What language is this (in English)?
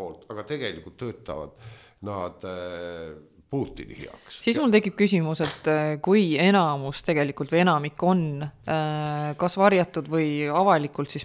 Estonian